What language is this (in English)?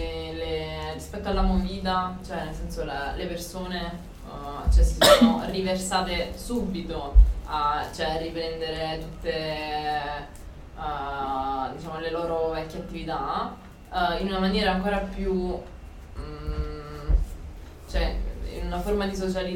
Italian